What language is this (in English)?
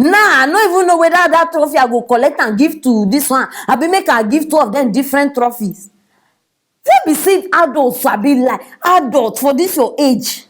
Nigerian Pidgin